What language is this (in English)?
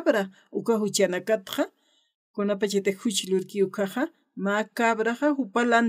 Aymara